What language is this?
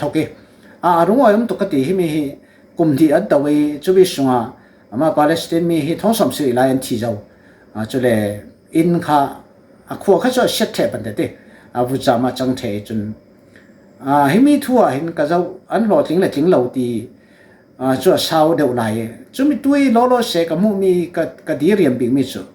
Falam Chin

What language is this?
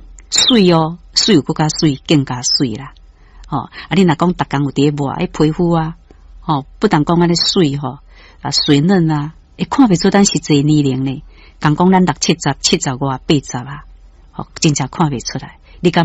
Min Nan Chinese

